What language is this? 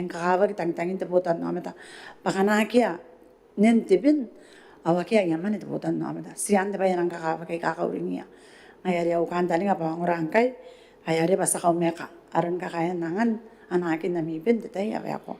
Gilbertese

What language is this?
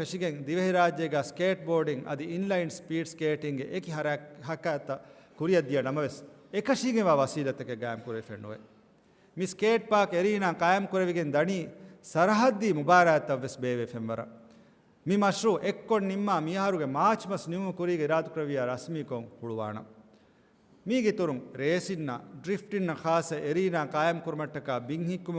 Divehi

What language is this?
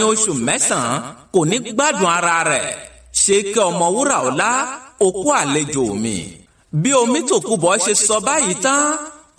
Yoruba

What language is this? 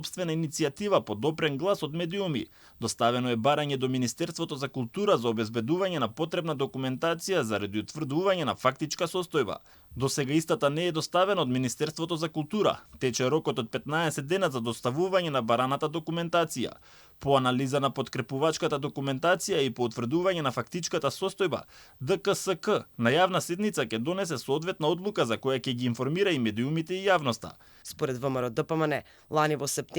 Macedonian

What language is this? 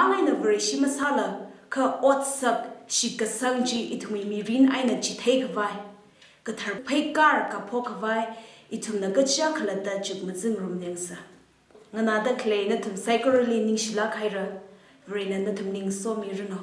Tangkhul Naga (India)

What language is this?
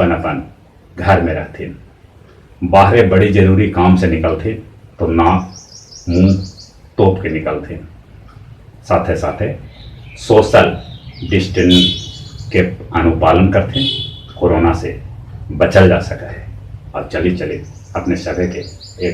Magahi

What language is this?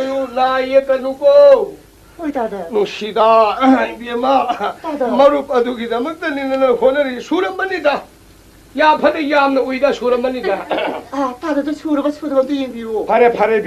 Manipuri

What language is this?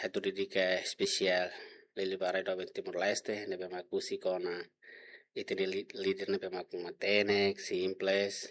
Tetum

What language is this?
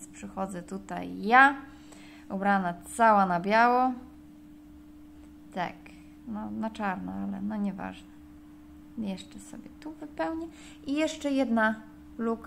Polish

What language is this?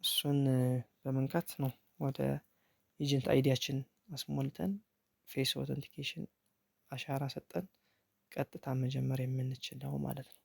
Amharic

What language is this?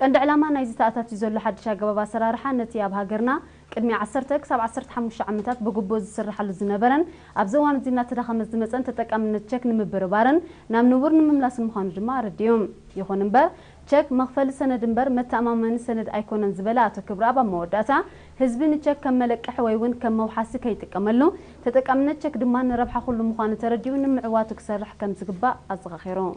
Tigrinya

